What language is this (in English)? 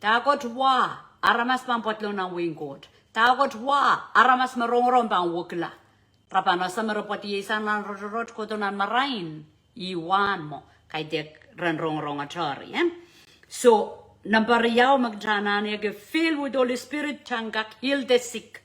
Pohnpeian